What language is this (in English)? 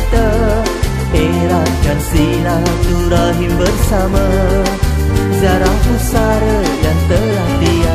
Malay